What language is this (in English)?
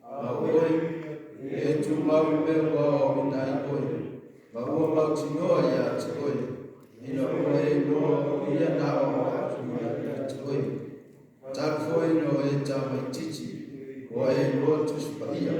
Samoan